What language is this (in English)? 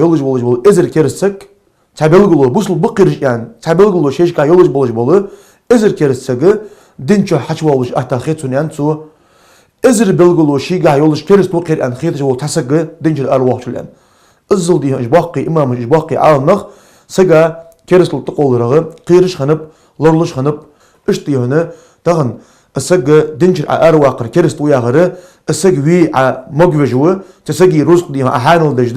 Ingush